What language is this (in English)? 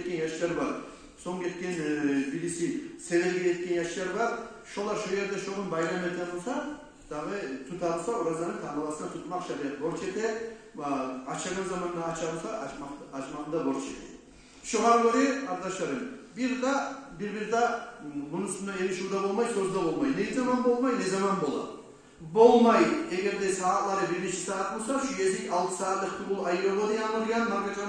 Kumyk